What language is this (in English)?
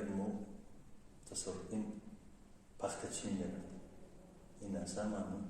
Tajik